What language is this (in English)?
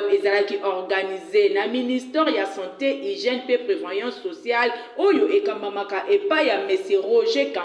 Lingala